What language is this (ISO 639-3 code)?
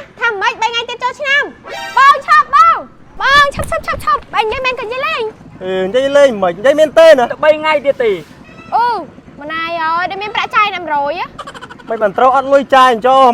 khm